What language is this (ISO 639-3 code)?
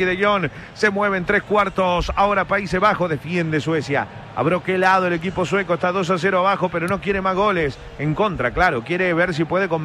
spa